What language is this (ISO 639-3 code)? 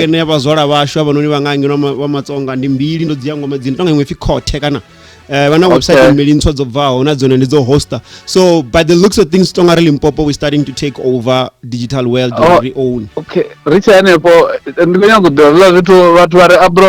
ven